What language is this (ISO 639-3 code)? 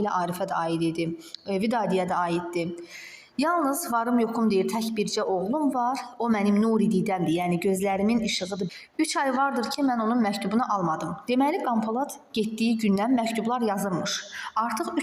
aze